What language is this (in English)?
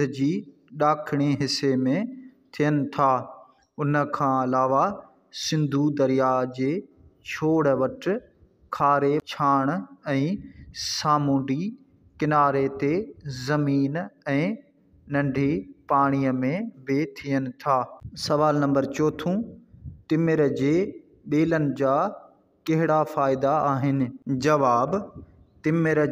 Sindhi